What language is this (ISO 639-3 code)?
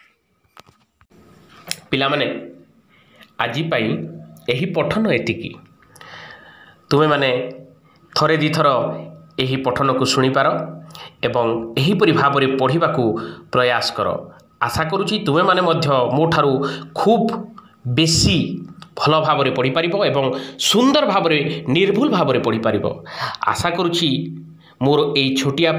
ori